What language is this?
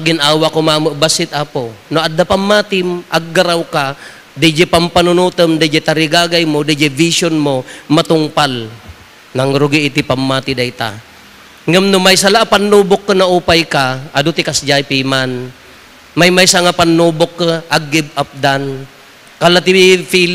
Iloko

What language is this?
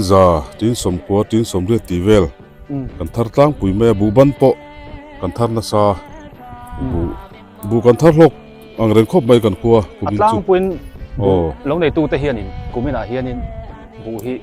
Biete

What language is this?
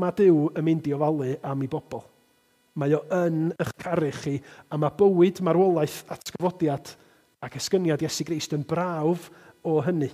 Welsh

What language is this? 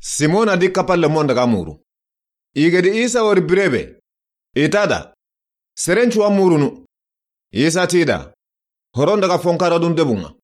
Soninke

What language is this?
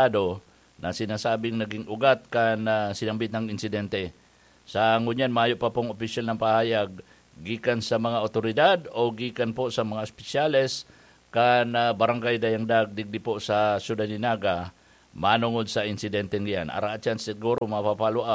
Bikol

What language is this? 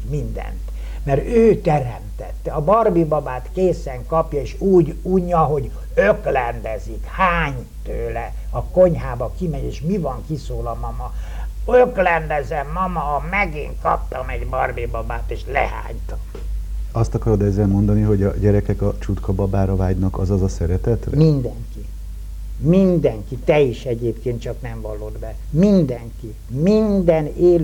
Hungarian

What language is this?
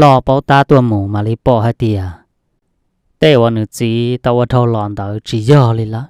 Hmong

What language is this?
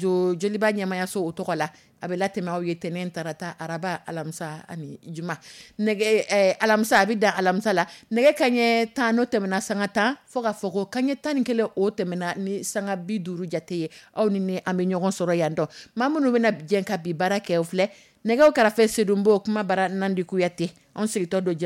Dyula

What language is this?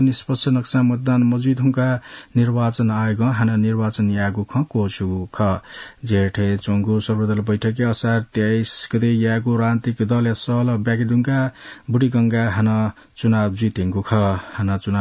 Newari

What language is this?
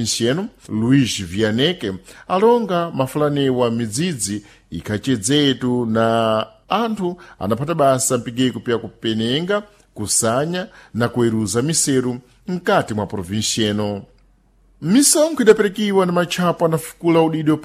Sena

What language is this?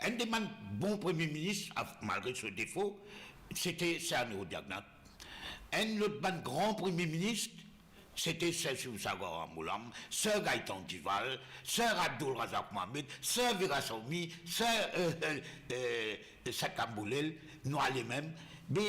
Morisyen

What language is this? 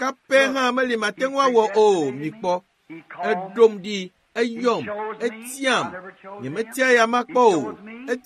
Ewe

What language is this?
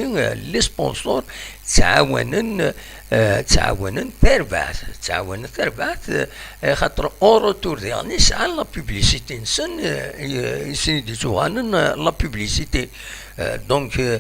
Kabyle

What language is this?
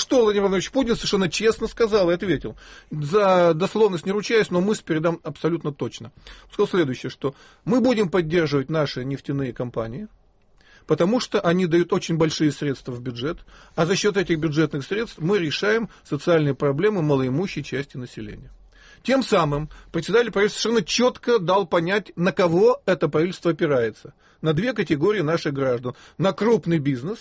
Russian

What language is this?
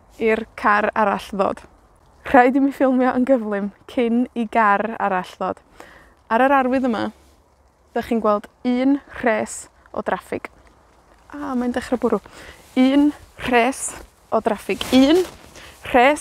Welsh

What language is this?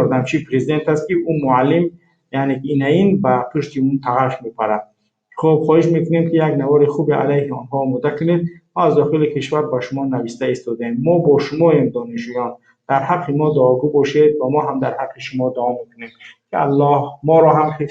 Tajik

